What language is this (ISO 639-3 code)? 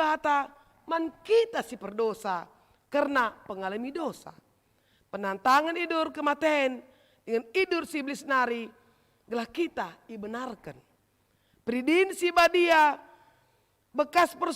btx